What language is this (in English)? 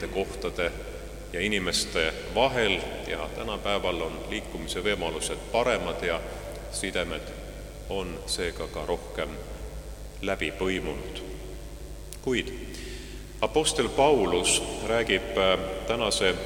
Estonian